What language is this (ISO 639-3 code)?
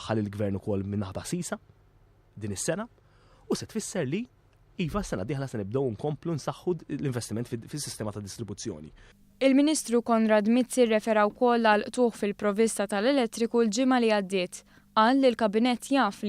mlt